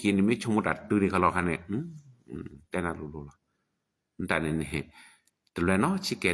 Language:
S'gaw Karen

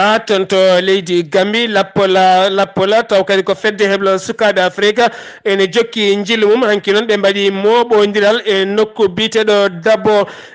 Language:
Fula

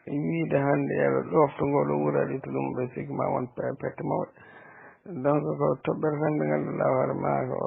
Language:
Fula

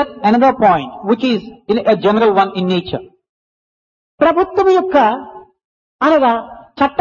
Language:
Telugu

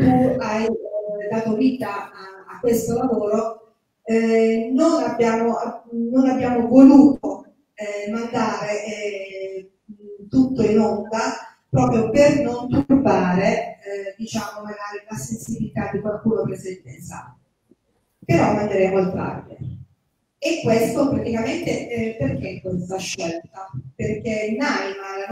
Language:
Italian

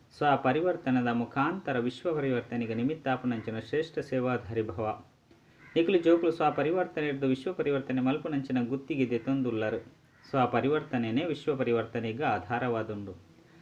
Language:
Tulu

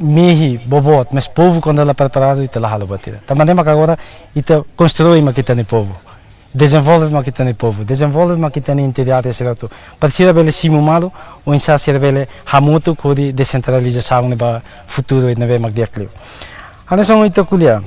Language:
Tetum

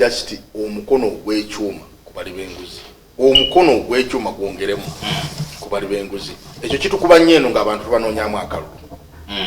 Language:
Ganda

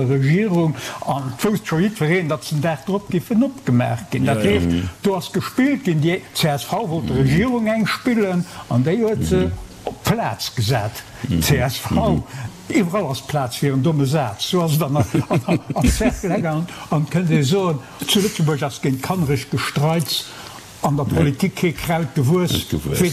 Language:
Luxembourgish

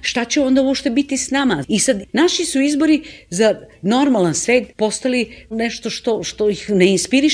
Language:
Serbian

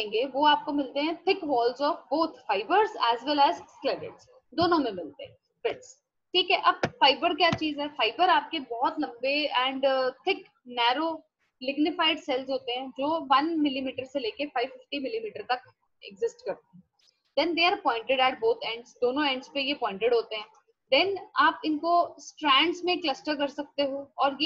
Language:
Hindi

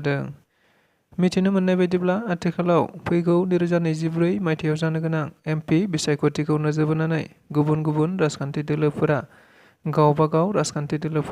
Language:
Bodo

